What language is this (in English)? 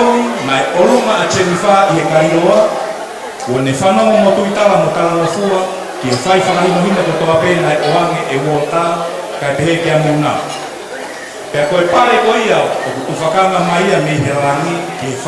Tongan